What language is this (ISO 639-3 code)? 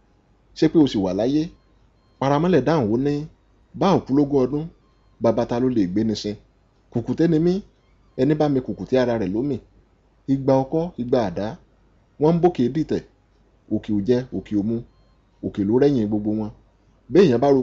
yor